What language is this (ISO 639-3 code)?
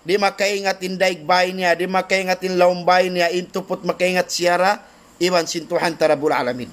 tsg